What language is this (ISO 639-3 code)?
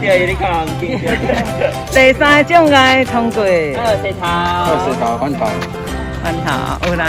nan